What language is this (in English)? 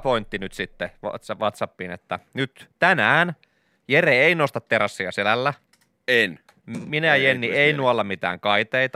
Finnish